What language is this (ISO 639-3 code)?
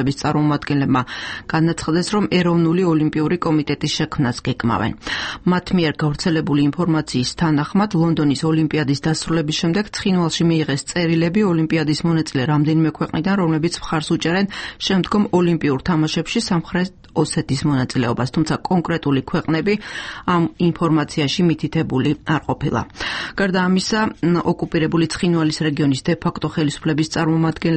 kat